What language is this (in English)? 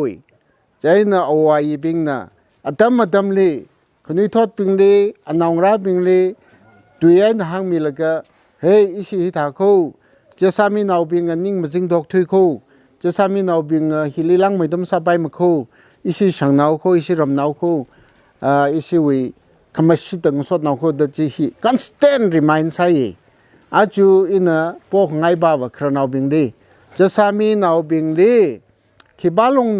Tangkhul Naga (India)